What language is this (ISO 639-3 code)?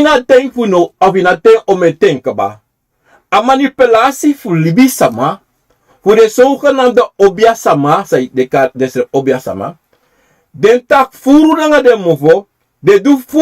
srn